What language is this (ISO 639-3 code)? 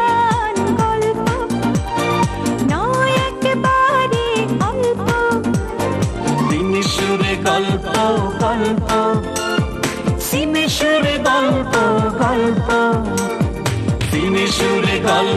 ben